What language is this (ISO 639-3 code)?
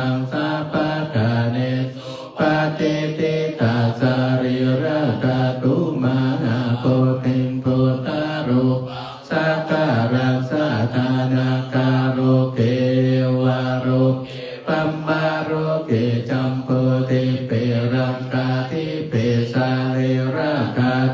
pli